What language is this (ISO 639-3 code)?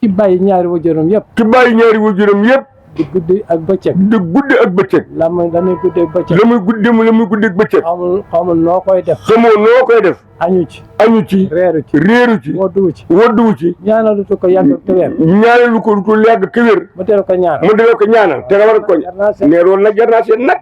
wol